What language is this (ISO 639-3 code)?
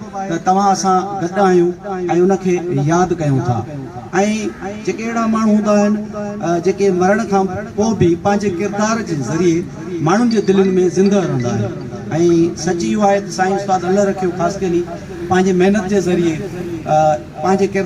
snd